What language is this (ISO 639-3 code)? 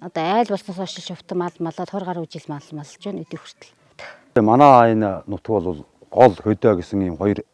mon